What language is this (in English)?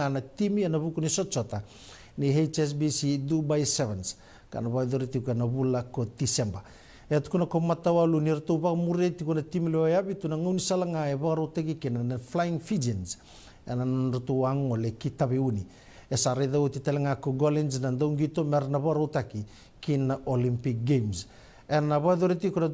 Fijian